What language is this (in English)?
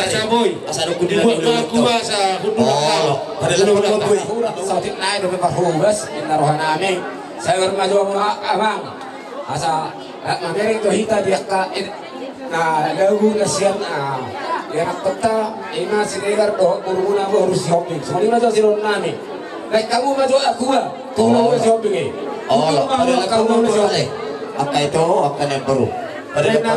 Batak Toba